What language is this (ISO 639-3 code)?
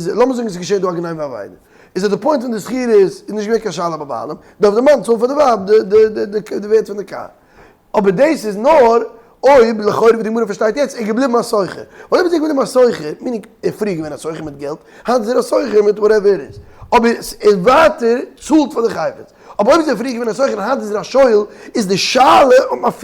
yid